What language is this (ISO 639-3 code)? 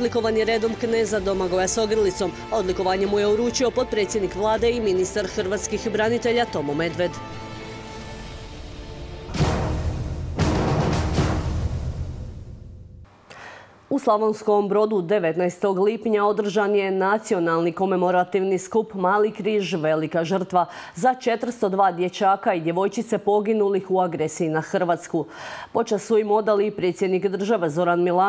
hrv